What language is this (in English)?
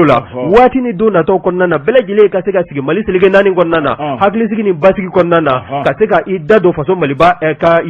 Bambara